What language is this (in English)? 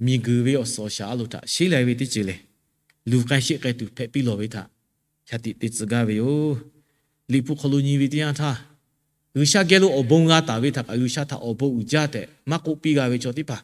Lahu